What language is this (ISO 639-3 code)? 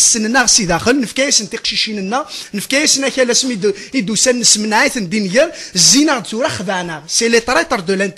kab